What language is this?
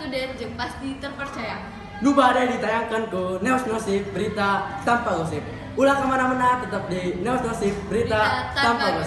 Sundanese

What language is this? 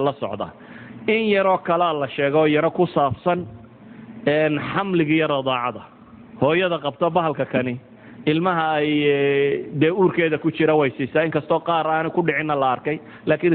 Somali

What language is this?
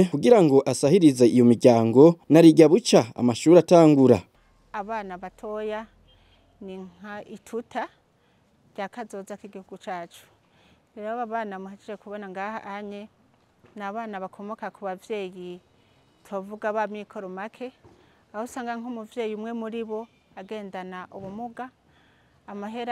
Rundi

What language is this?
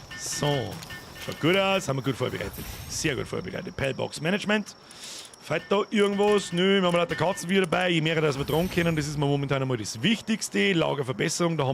Bavarian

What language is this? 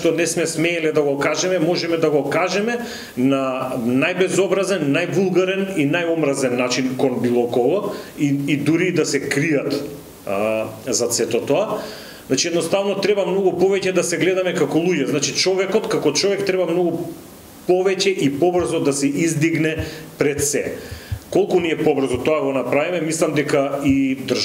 Macedonian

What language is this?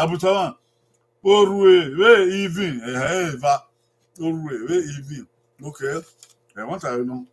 Bini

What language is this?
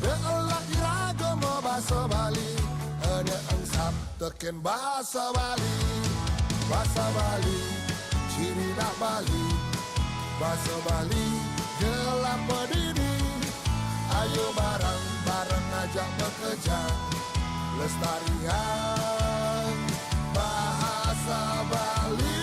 Balinese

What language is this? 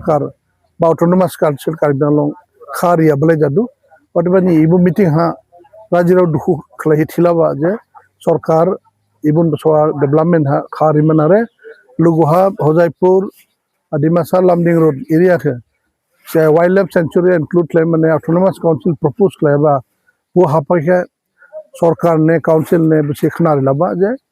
Dimasa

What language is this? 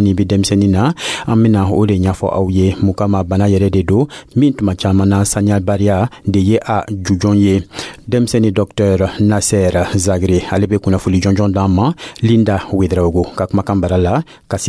Dyula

